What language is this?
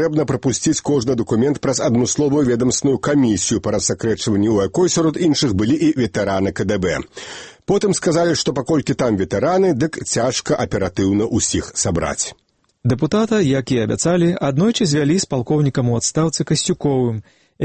Belarusian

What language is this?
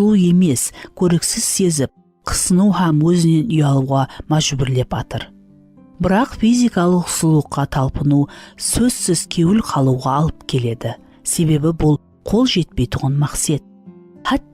Kara-Kalpak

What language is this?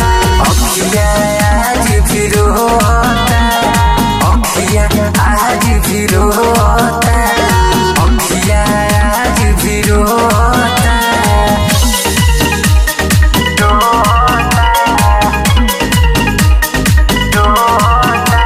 Bhojpuri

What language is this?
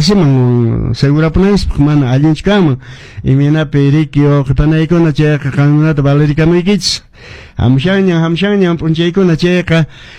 Quechua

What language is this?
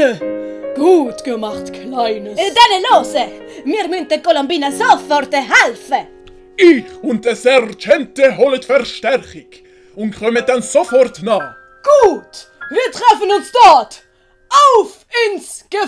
Swiss German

